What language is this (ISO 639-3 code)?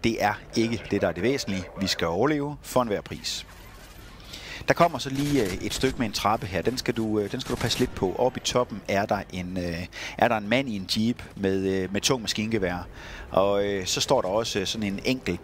dan